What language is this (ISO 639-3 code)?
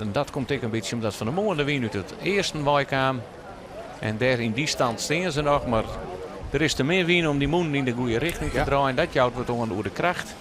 fry